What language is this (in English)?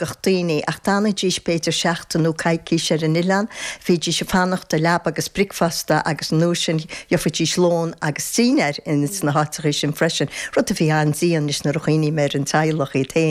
Irish